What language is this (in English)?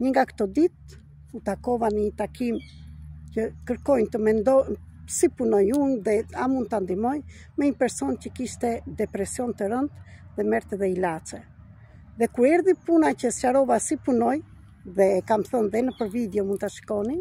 Albanian